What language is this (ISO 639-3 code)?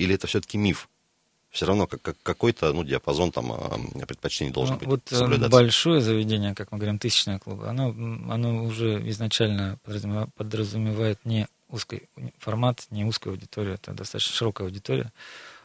rus